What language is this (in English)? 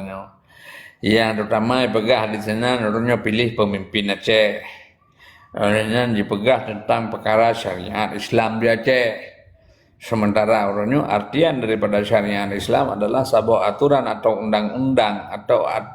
Achinese